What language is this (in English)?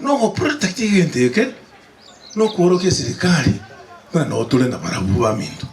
Gusii